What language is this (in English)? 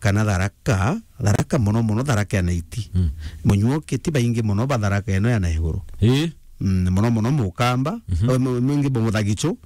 Meru